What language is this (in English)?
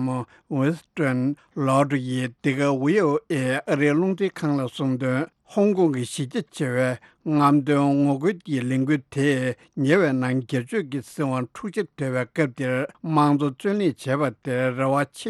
Tibetan